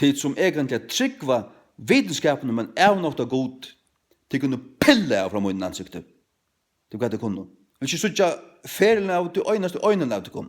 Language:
Faroese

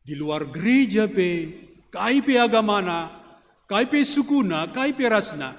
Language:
Batak Karo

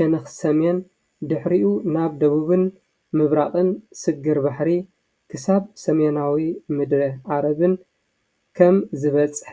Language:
Tigrinya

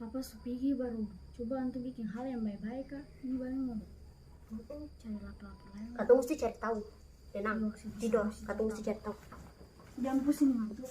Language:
Ambonese Malay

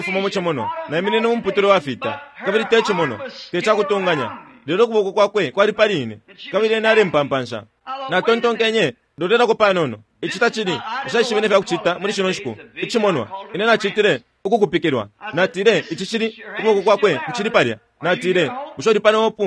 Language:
Bemba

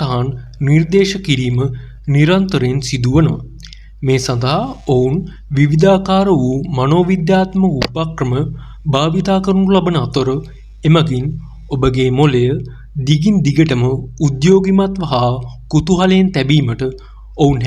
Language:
Sinhala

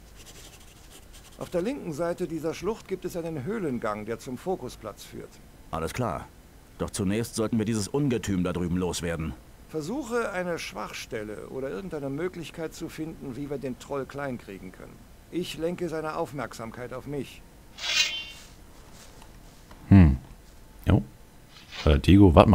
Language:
German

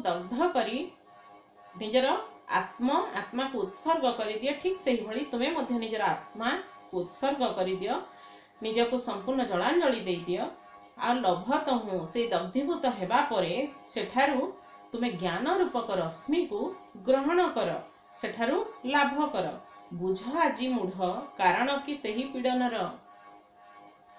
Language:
Odia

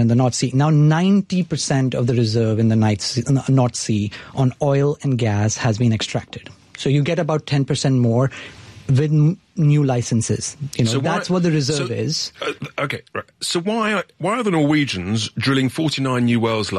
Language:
English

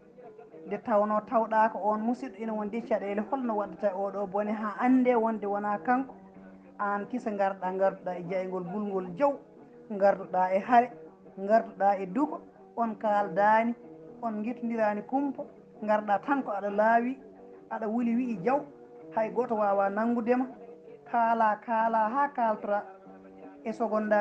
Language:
Fula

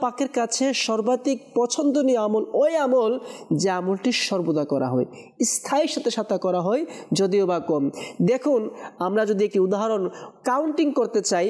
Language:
Bangla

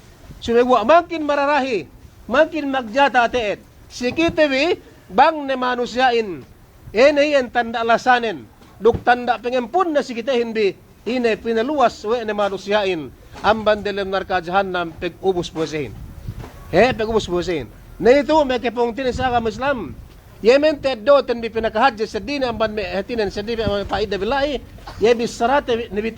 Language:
Yakan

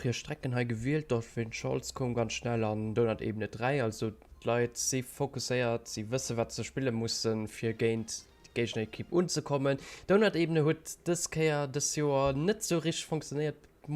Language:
Luxembourgish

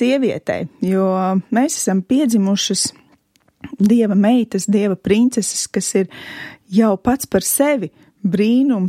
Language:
Latvian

